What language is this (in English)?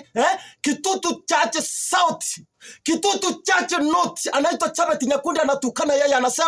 Swahili